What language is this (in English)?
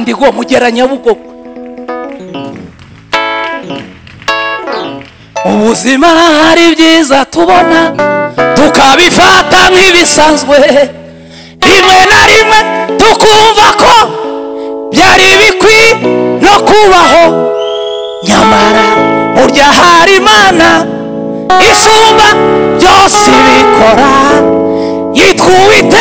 Kinyarwanda